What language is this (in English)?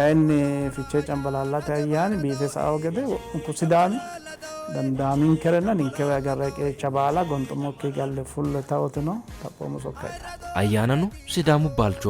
Sidamo